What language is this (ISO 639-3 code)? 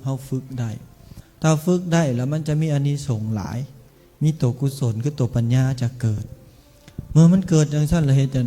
lao